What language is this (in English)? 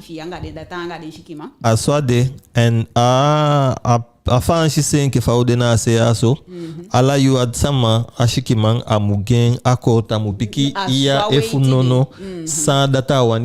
Eastern Maroon Creole